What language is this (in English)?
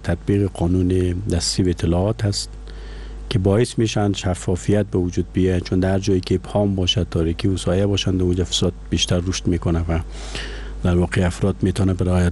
Persian